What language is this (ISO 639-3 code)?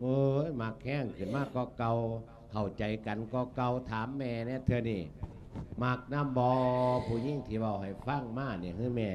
lao